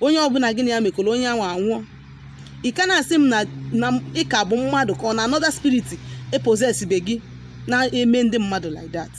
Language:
Igbo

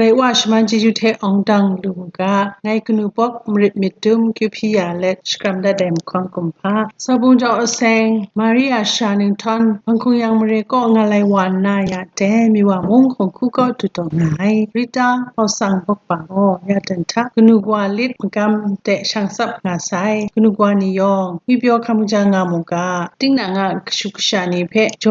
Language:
Kachin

